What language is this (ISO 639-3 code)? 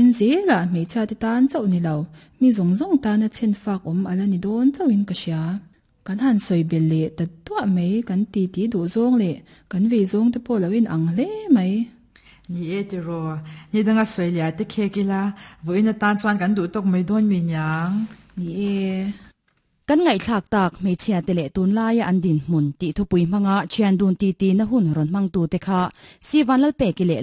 lus